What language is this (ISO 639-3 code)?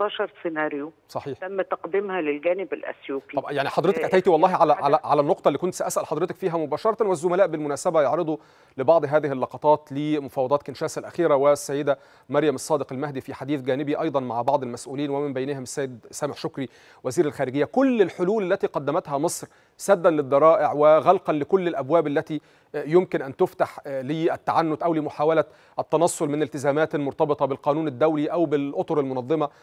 ara